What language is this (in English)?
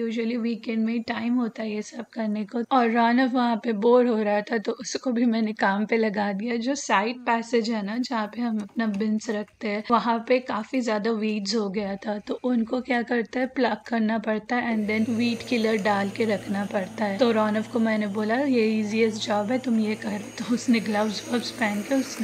Hindi